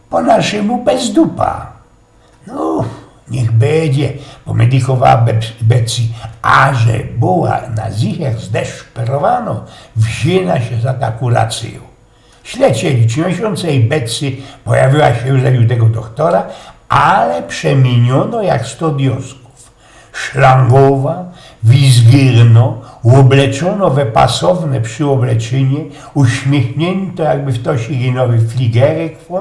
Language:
Silesian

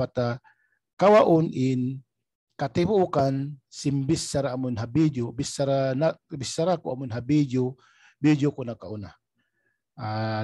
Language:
Tausug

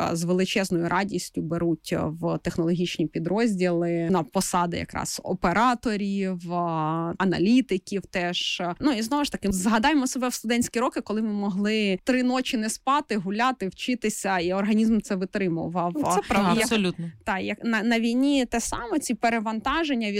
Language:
Ukrainian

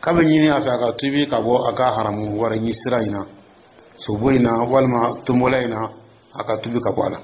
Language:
Dyula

